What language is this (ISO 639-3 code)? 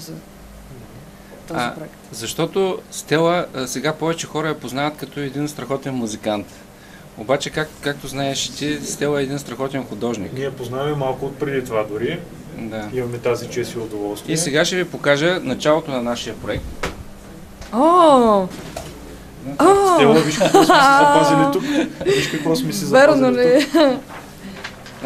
bul